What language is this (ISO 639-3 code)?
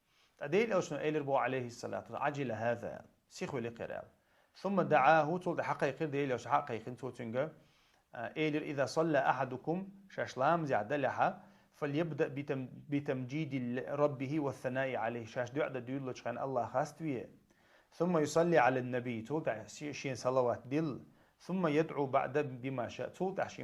che